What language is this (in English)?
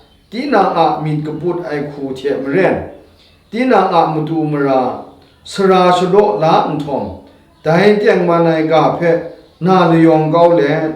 Kachin